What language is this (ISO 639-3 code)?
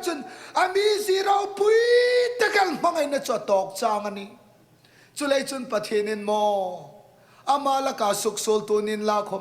hmr